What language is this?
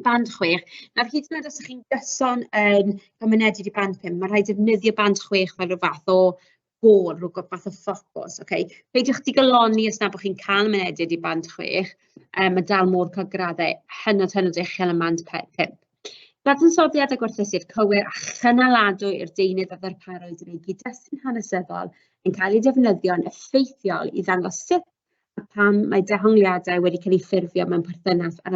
Welsh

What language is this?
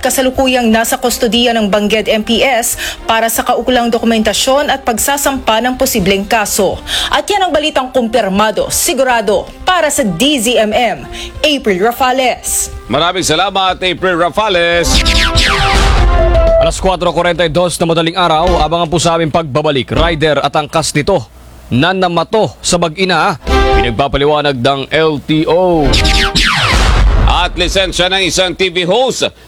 Filipino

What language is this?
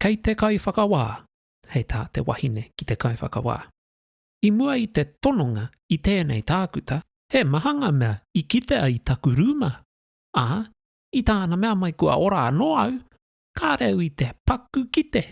Māori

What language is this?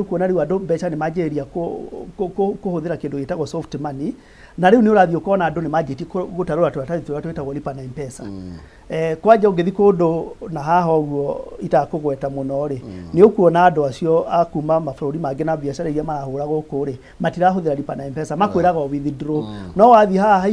Kikuyu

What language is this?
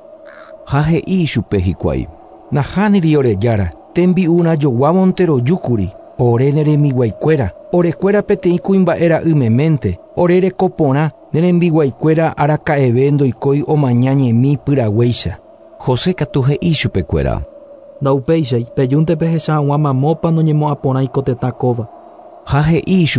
Guarani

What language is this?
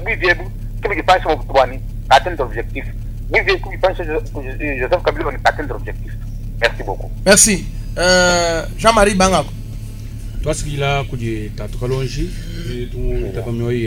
Luba-Lulua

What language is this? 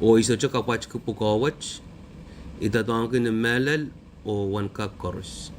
Pohnpeian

